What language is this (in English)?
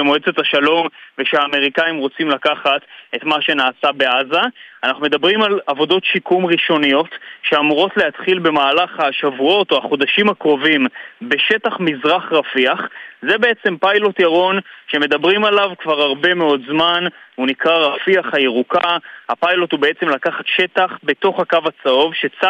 Hebrew